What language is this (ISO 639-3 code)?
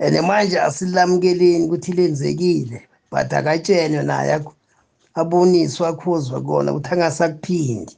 zul